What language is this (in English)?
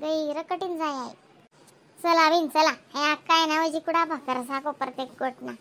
Khandesi